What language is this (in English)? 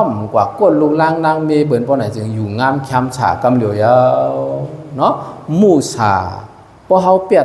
Shan